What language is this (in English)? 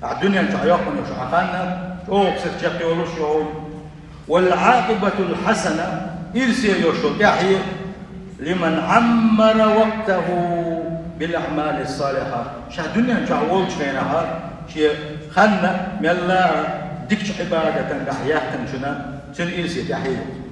Chechen